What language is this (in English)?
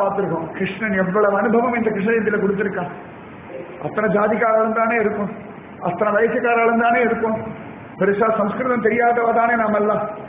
Tamil